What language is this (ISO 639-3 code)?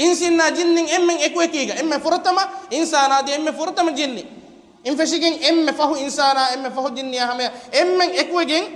div